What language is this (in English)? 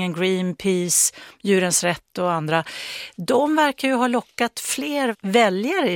Swedish